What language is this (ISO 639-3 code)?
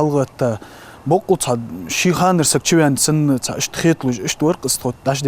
inh